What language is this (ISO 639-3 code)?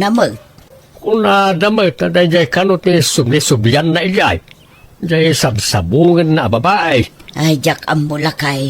ilo